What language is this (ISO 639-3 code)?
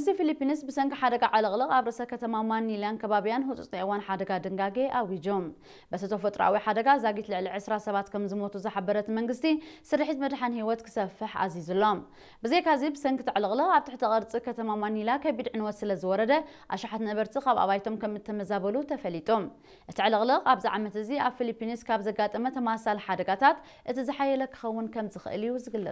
tir